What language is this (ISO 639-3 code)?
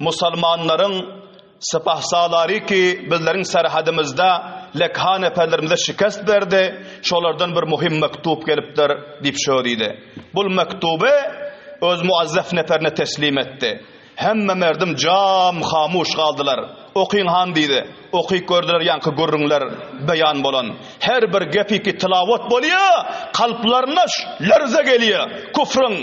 tuk